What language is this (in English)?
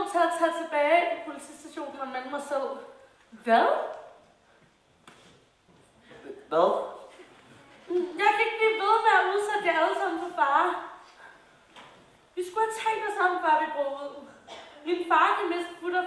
Danish